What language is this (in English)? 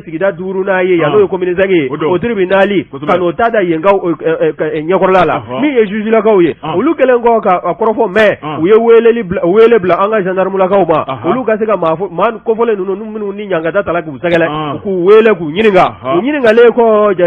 Bambara